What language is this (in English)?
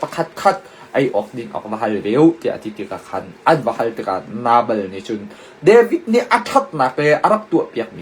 Hakha Chin